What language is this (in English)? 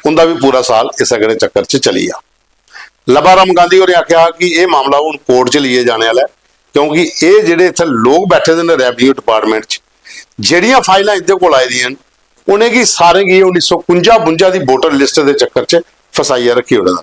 Dogri